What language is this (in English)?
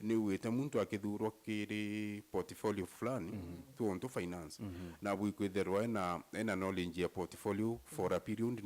Meru